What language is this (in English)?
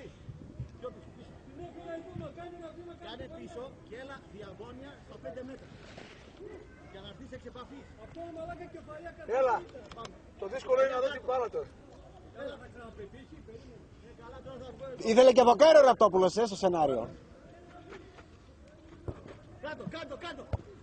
Greek